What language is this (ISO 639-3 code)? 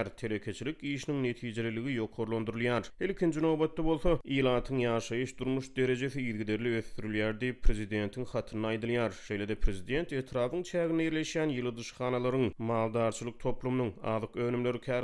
tuk